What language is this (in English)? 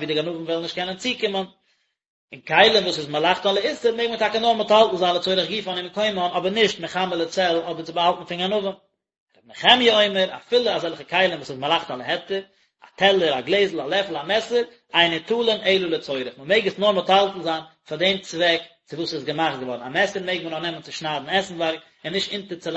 Yiddish